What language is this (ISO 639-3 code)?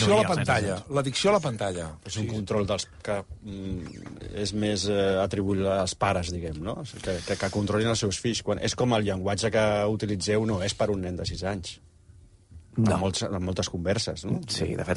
cat